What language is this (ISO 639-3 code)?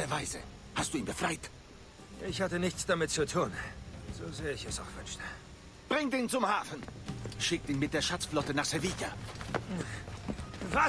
deu